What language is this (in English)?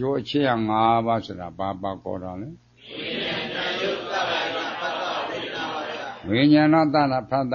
Burmese